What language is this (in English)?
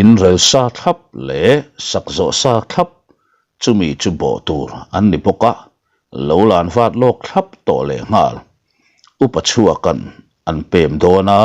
Mizo